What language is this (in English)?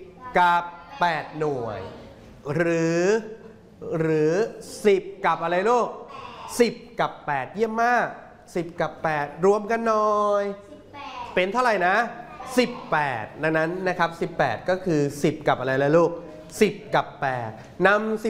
Thai